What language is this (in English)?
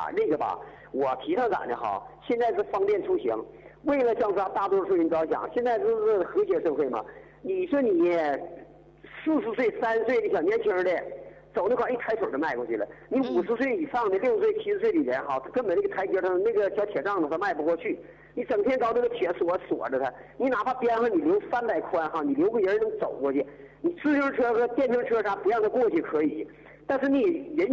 Chinese